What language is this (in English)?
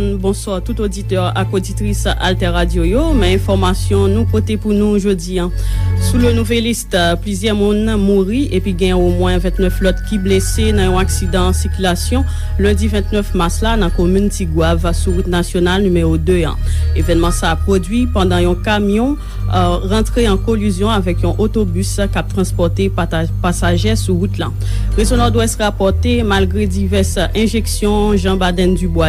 Haitian Creole